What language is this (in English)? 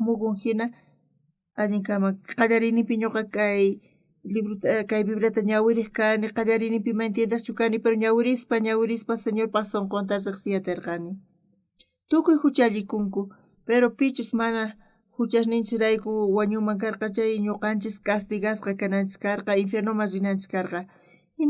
South Bolivian Quechua